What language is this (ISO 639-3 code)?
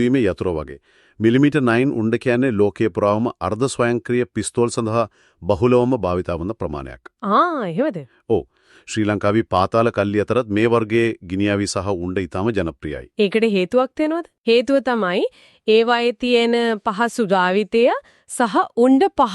sin